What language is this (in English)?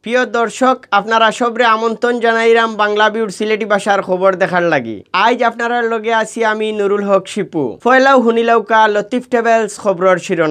Sylheti